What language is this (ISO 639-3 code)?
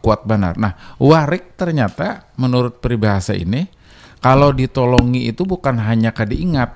bjn